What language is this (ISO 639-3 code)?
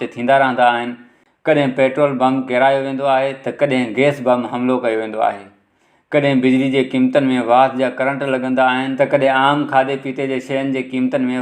snd